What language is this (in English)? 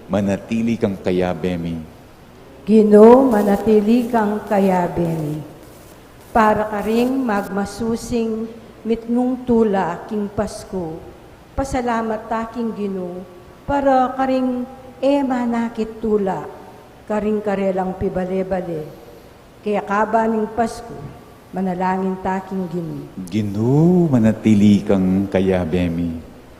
Pampanga